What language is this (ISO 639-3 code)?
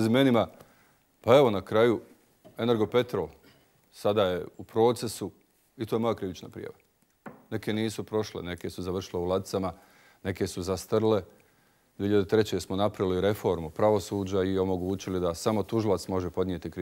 bos